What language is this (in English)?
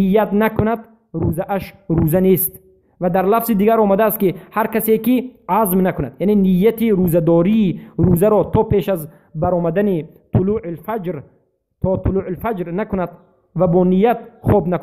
Tajik